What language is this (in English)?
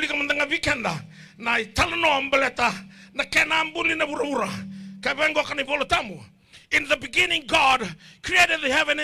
Fijian